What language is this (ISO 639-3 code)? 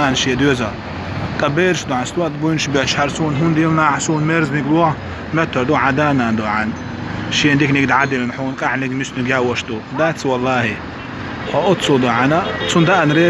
che